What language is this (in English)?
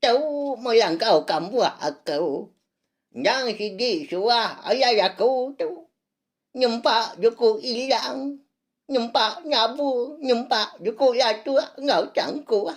Iban